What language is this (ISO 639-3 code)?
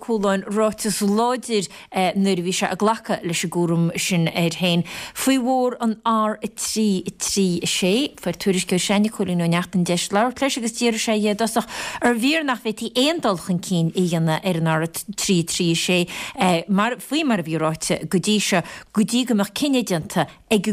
gle